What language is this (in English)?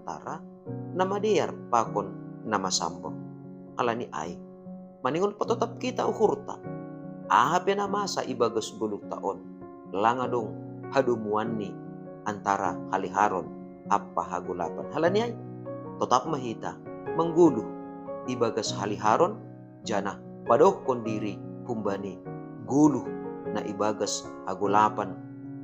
Batak Simalungun